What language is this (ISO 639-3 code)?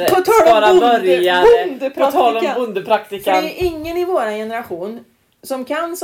swe